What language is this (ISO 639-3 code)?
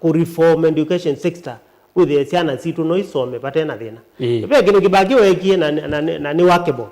kam